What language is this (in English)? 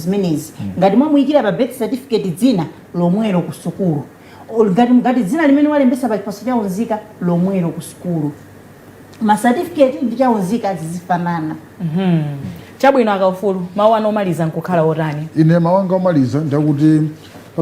Nyanja